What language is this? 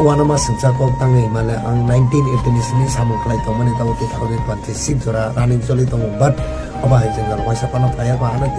Kok Borok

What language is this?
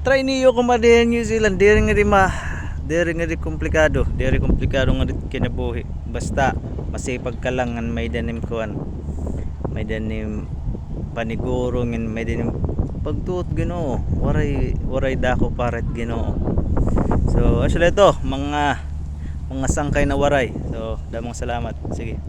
Waray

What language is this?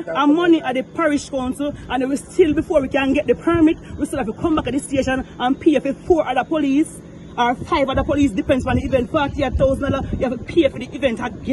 Jamaican Creole English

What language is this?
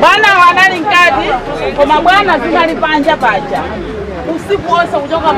Nyanja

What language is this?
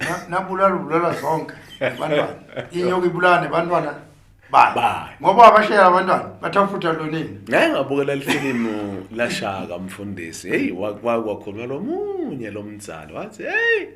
Zulu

